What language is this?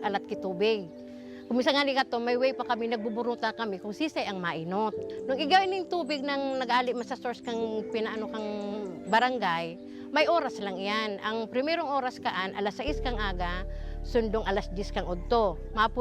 Bikol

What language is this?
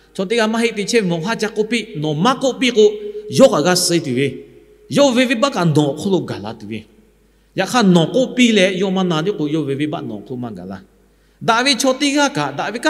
Lahu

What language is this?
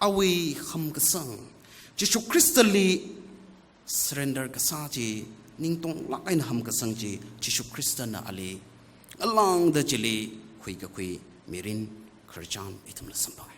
Tangkhul Naga (India)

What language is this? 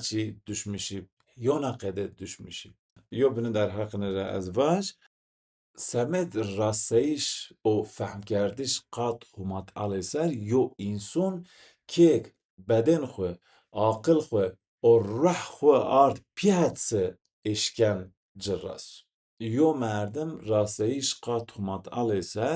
Zaza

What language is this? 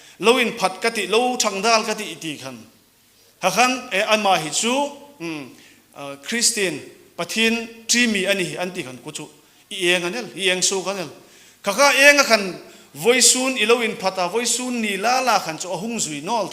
Hmar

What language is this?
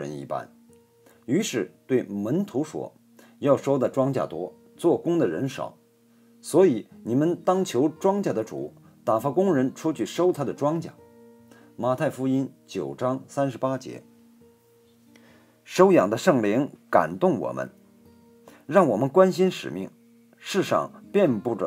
Chinese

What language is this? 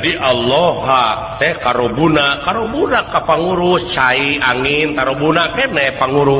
Sundanese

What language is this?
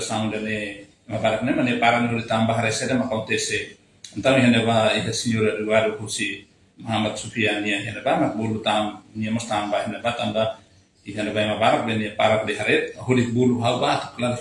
Tetum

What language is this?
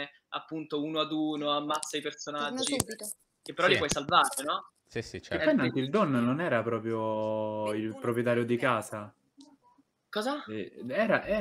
Italian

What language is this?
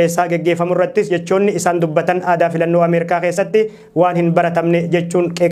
Oromo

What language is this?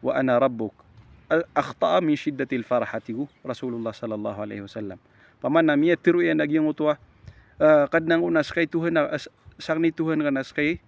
Maranao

